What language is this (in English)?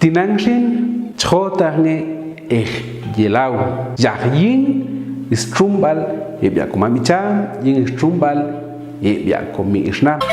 Popti'